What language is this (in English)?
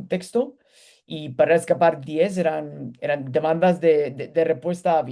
Ladino